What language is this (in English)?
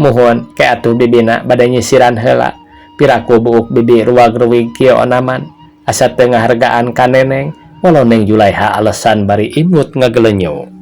Sundanese